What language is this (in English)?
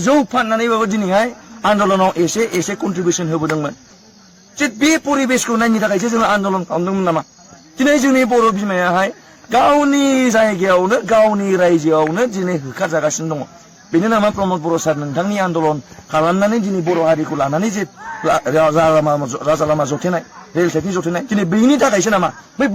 Bodo